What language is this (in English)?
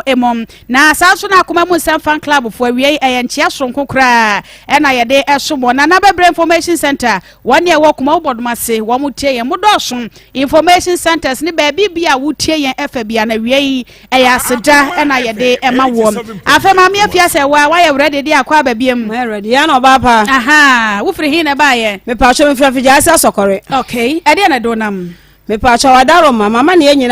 Akan